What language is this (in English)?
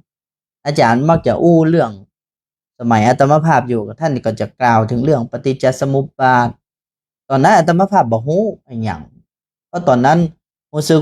Northern Thai